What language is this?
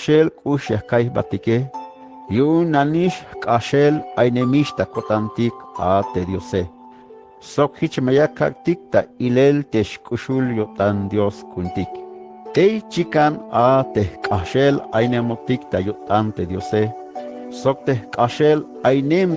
Tzeltal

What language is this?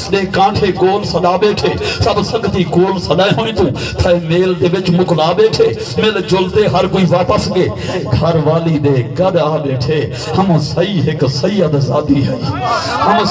Saraiki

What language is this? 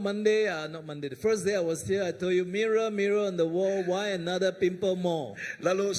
Iban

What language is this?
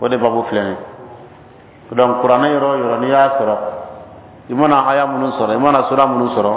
Bambara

